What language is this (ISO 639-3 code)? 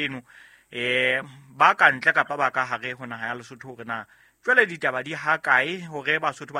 sot